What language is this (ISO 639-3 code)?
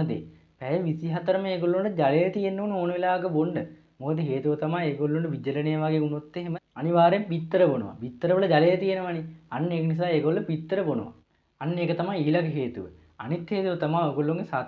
sin